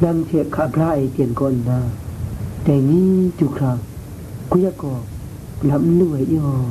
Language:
Kachin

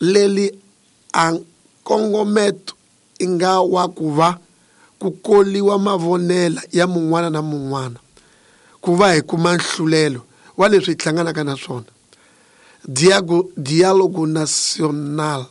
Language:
Tsonga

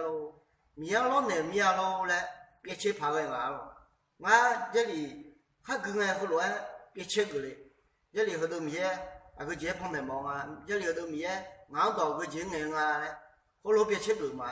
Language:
Akha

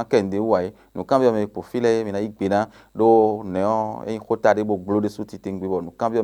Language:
Fon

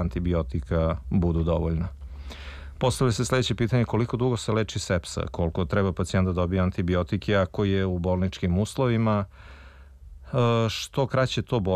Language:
Serbian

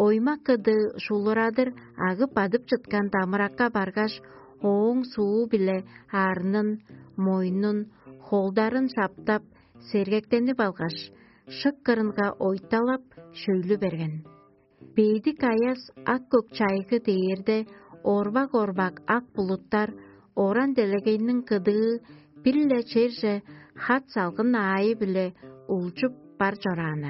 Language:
Tuvinian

